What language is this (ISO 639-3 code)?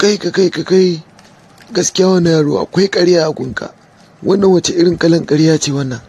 hau